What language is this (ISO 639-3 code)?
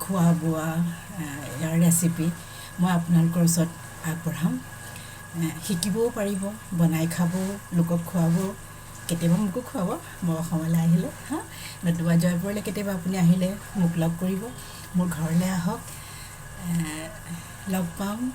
asm